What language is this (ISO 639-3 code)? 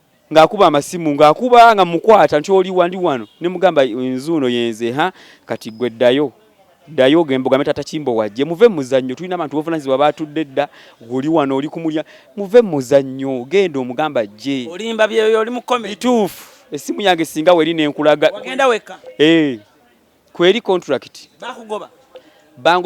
lug